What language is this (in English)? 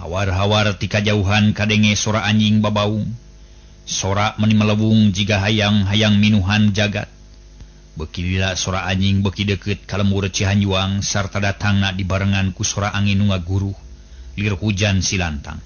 Sundanese